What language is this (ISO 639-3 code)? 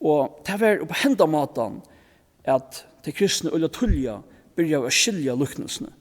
fao